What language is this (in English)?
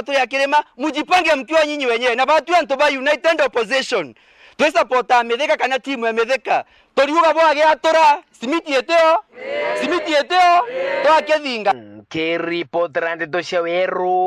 Meru